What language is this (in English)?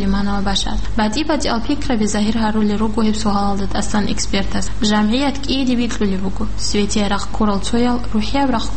Avaric